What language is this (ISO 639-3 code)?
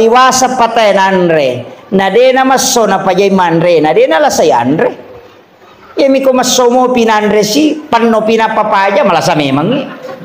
bug